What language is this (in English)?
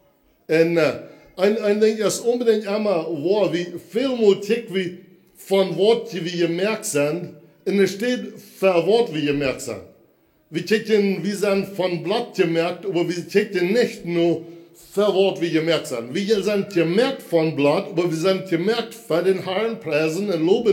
Plautdietsch